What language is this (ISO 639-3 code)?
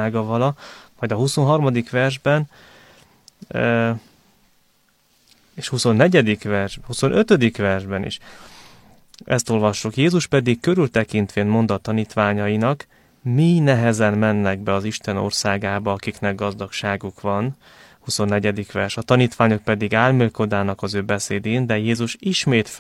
hun